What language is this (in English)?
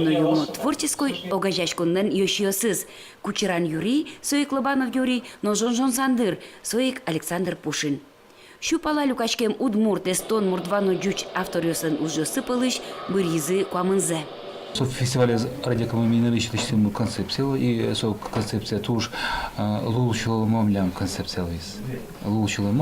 Udmurt